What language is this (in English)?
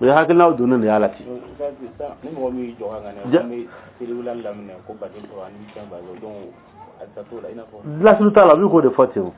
Dyula